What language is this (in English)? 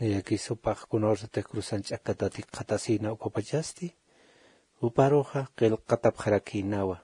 Aymara